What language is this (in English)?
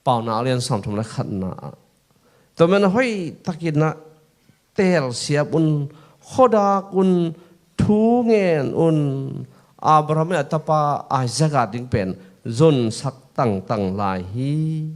Tedim Chin